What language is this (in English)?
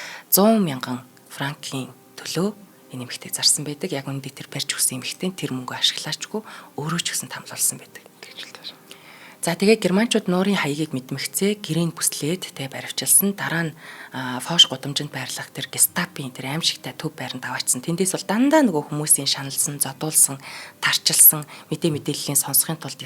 Mongolian